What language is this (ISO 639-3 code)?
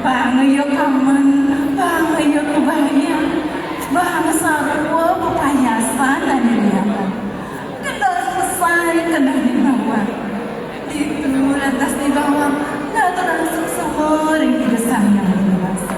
ban